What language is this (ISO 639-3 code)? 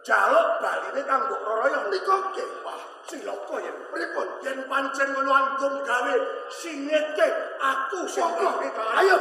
jav